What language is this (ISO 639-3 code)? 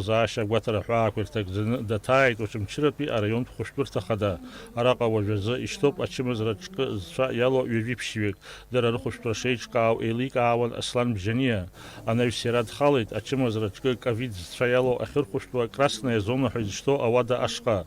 abk